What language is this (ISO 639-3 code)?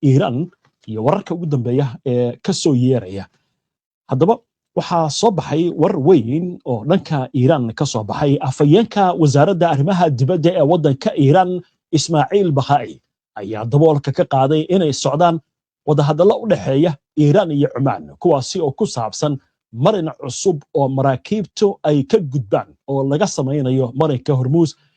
som